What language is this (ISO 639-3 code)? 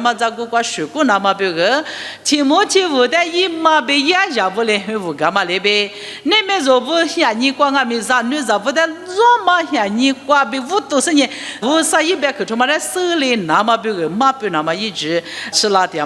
lis